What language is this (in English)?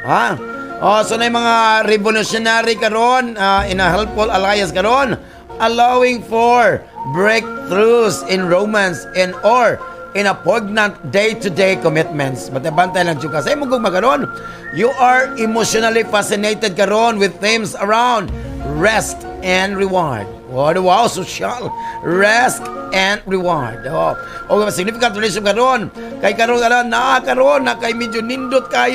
Cebuano